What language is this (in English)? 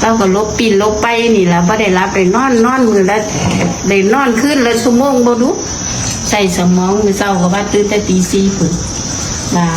Northeastern Thai